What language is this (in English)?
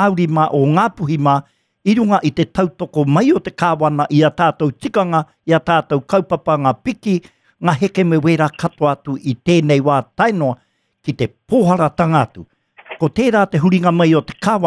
Māori